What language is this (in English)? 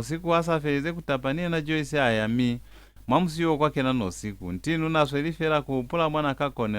Lozi